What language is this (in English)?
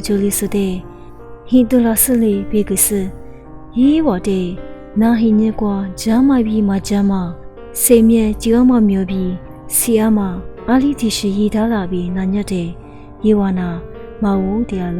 Lisu